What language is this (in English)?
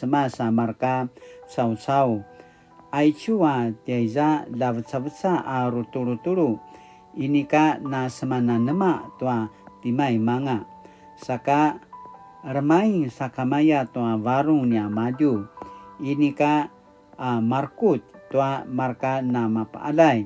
Paiwan